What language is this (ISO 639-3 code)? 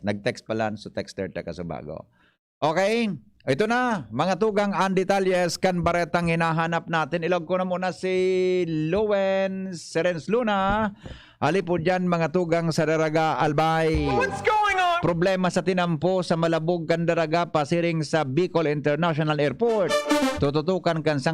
bik